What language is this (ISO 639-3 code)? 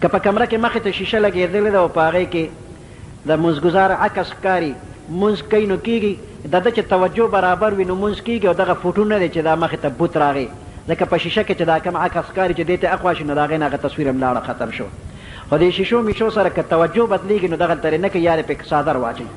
pus